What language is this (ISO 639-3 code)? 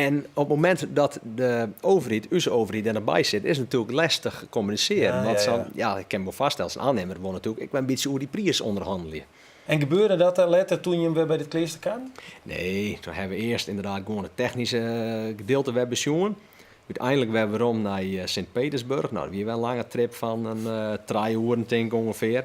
fry